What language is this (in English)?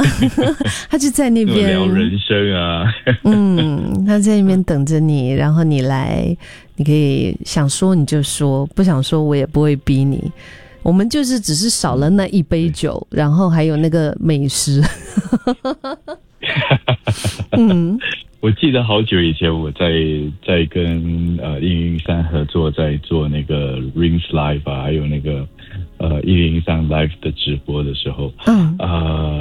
Chinese